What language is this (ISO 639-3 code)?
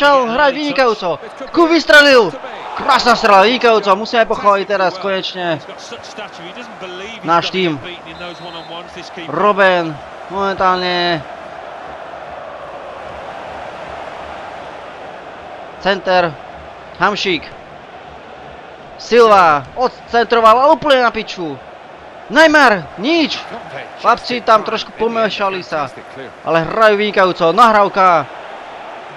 slk